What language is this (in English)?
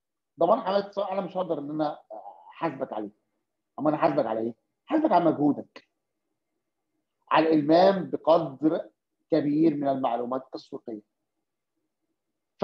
Egyptian Arabic